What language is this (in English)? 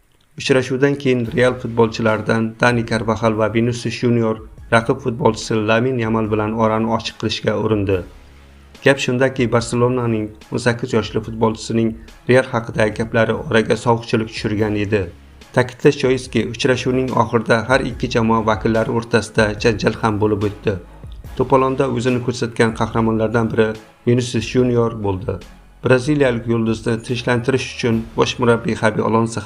Uzbek